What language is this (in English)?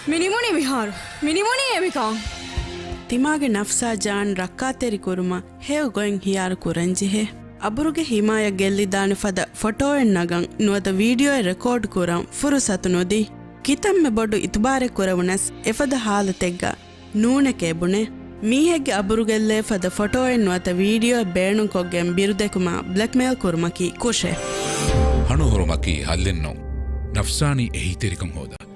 Divehi